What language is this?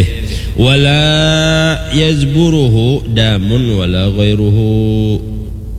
Banjar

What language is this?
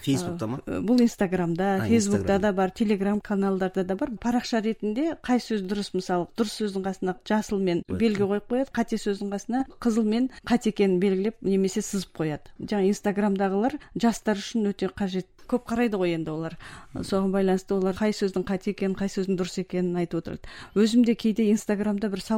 Kazakh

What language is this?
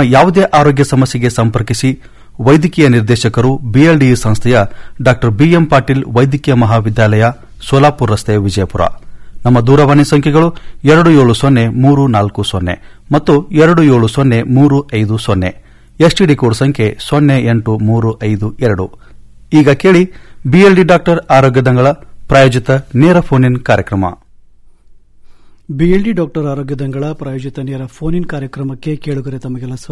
Kannada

